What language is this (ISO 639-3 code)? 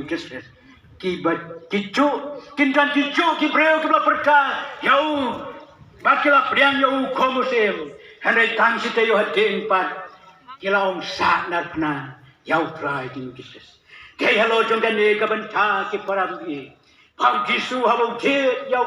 kha